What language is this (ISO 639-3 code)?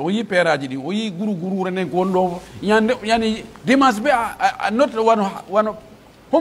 fuf